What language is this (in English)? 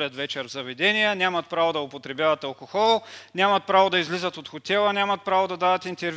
Bulgarian